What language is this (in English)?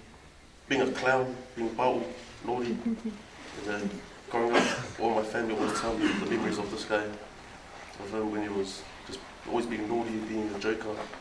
Tongan